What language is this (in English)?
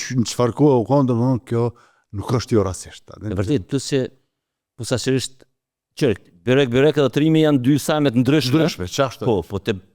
Albanian